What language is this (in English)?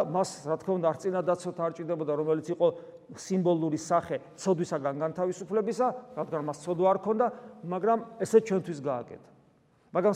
Georgian